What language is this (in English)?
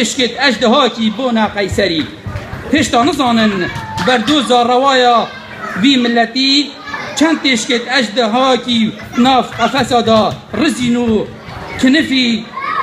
Kurdish